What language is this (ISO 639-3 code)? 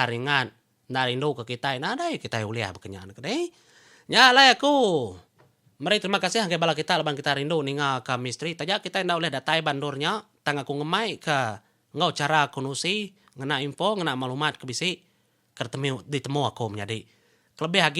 iba